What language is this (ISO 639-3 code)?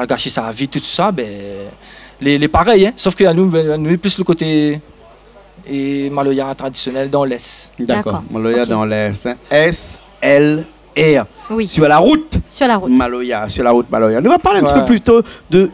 rcf